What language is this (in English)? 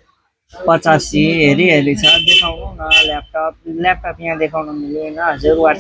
Nepali